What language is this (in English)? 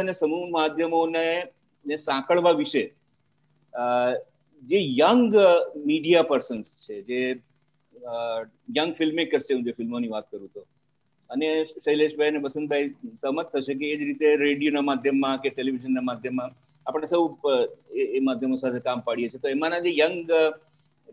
Gujarati